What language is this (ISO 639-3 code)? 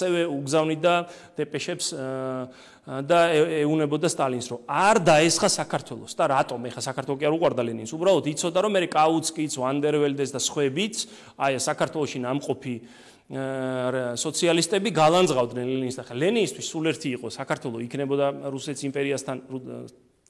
kat